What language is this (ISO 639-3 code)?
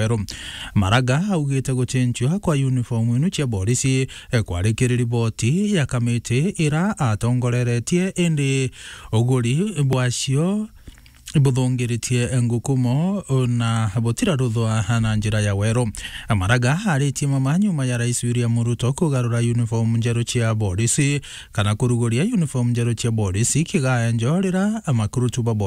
mer